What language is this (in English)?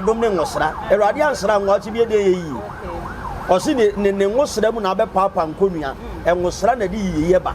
Akan